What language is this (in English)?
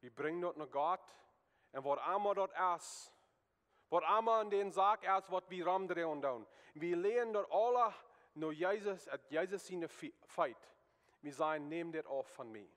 Plautdietsch